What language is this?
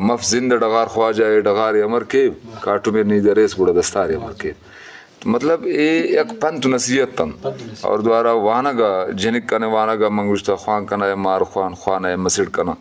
Eastern Balochi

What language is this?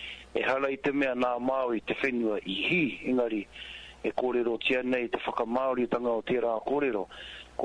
Māori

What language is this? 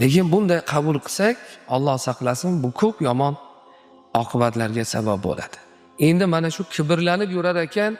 Uzbek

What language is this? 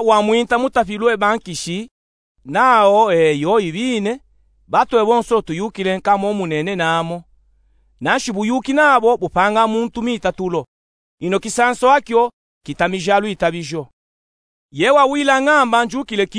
Luba-Katanga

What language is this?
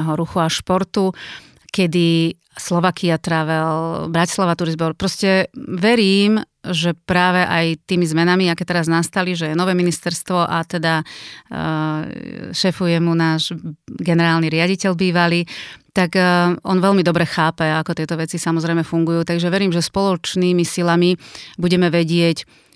Slovak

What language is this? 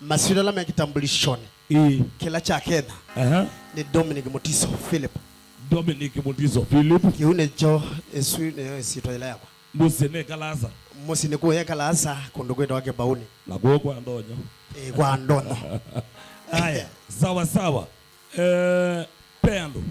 Kamba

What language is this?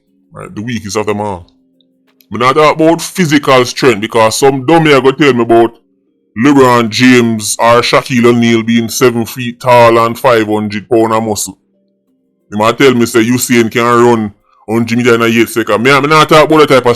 Jamaican Creole English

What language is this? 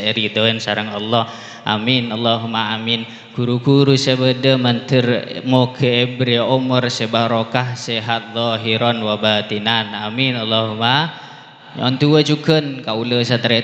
Madurese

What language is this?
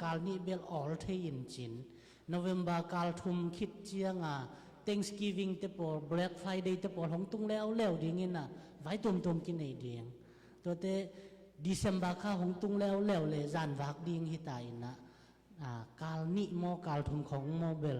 Tedim Chin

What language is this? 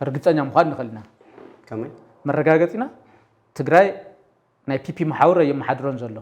Tigrinya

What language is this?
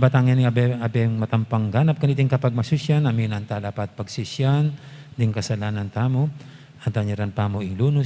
Pampanga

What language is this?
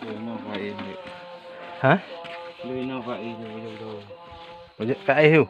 Achinese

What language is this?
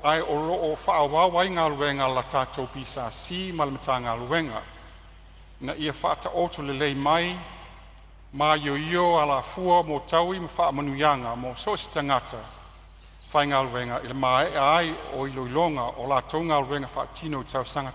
Samoan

